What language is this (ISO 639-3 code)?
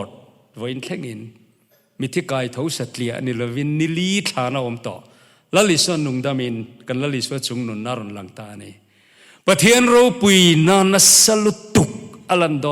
lus